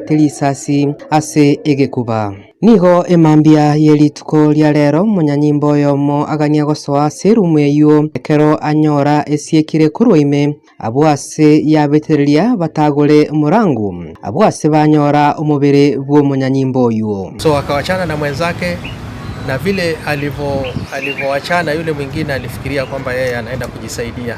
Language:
Gusii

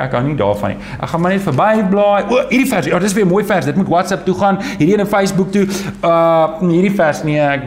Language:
Afrikaans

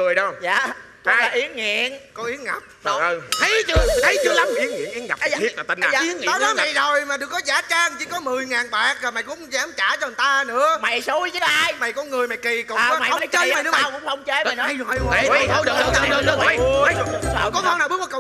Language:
Vietnamese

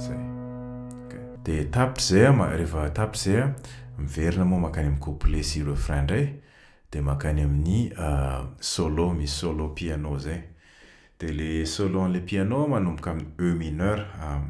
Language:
Malagasy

